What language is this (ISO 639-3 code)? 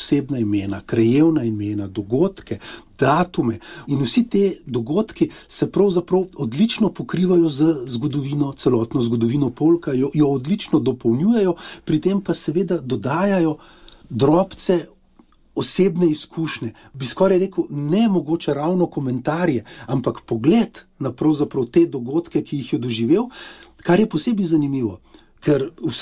slv